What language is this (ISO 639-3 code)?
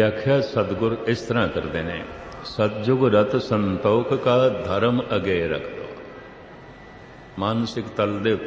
pan